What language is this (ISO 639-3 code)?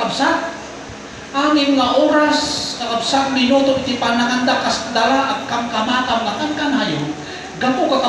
ilo